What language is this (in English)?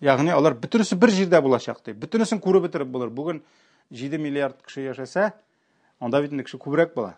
Tatar